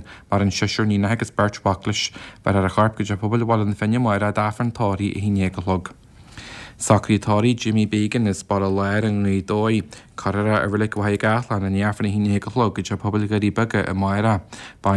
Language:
Irish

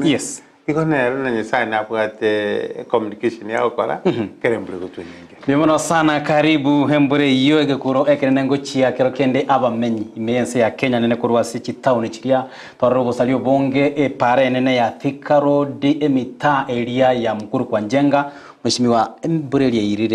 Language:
Gusii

